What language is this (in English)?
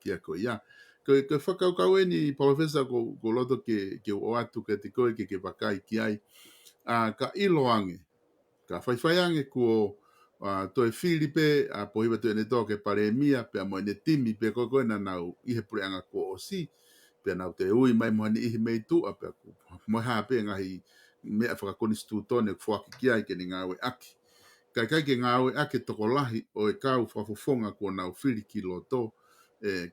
Tongan